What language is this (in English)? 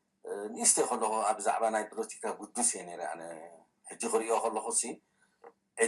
Tigrinya